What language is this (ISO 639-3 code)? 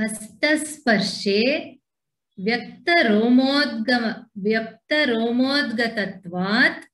san